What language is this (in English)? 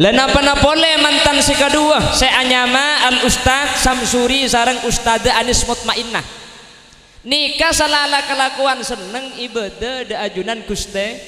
Madurese